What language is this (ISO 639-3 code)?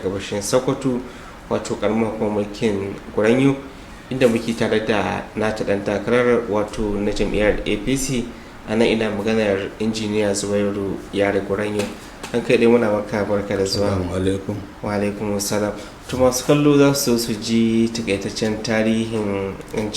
hau